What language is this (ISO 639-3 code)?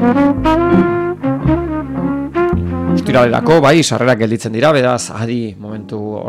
eus